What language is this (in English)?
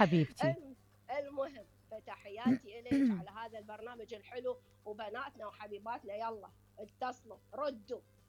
Mesopotamian Arabic